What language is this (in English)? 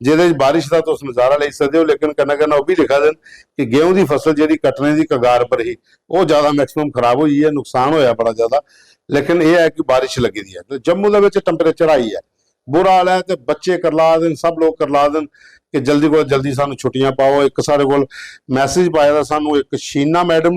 Dogri